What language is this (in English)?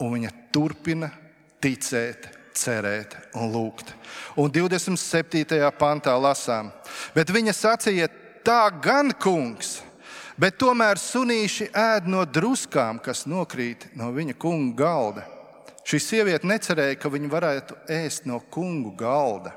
Latvian